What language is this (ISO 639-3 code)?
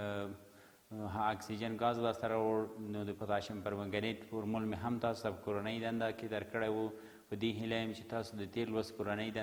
pus